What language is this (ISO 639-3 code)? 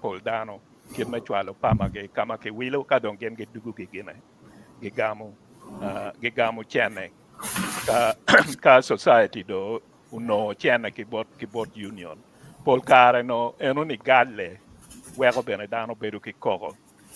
ach